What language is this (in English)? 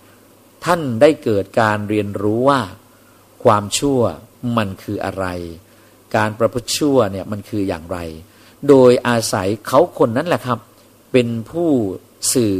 Thai